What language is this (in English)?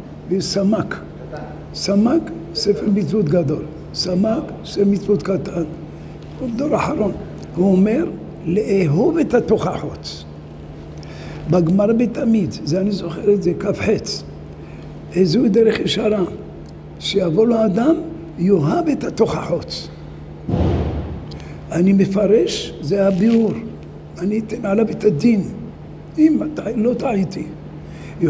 Hebrew